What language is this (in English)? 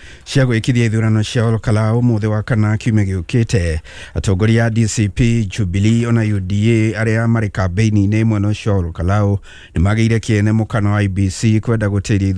Kikuyu